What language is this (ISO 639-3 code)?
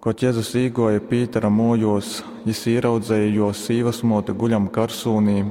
ltg